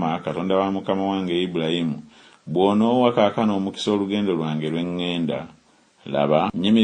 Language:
Ganda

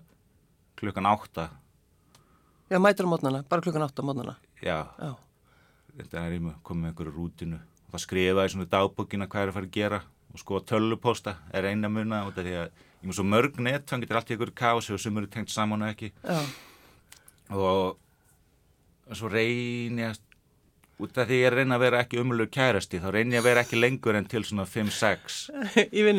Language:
Icelandic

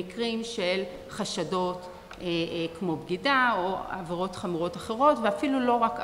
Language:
Hebrew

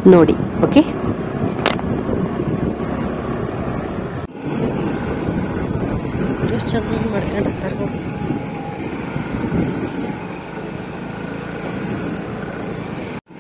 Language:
Kannada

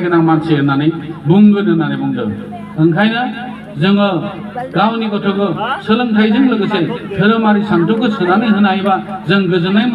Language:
Bodo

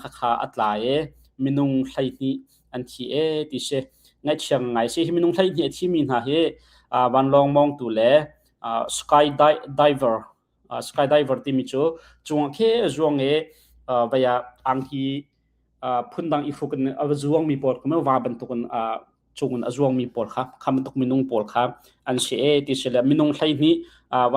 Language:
Hakha Chin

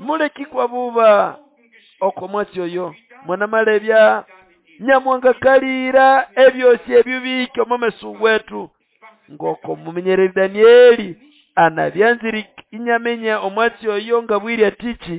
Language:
Nande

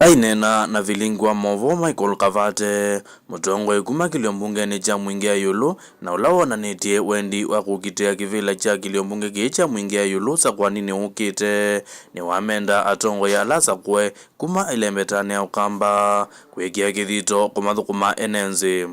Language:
Kamba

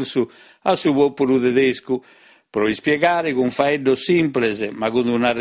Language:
Sardinian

